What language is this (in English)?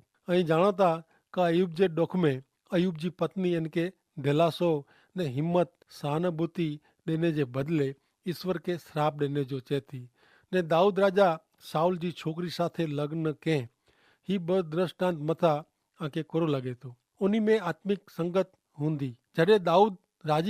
Kachhi